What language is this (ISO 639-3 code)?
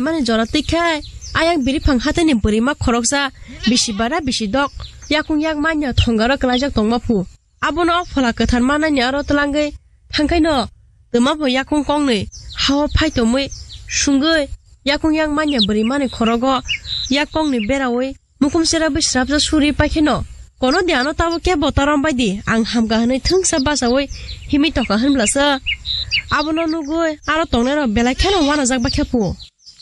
trp